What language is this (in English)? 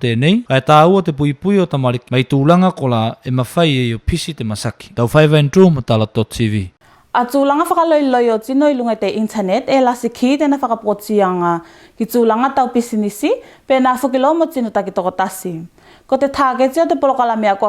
Tuvalu